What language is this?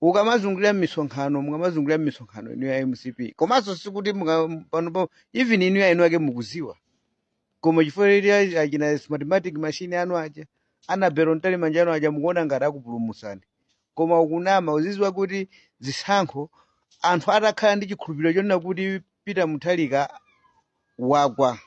Nyanja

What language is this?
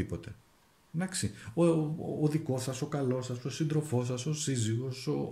Greek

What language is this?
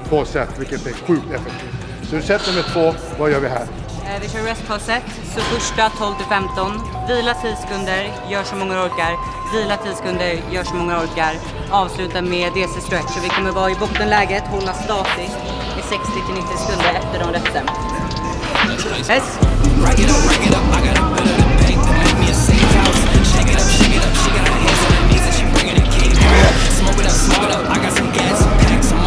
Swedish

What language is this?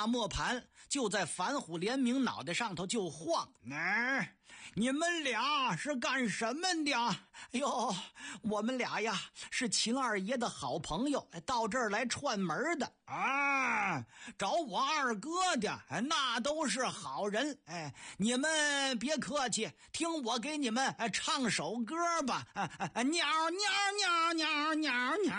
Chinese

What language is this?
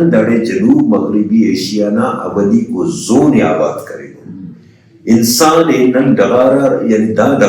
Brahui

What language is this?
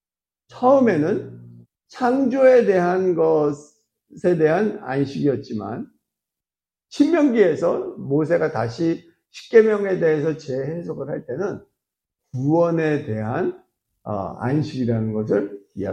Korean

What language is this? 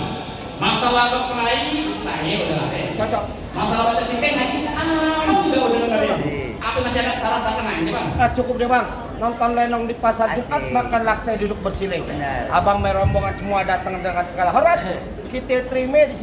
Betawi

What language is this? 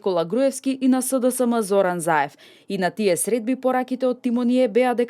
Macedonian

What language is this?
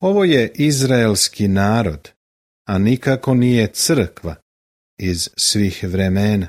Serbian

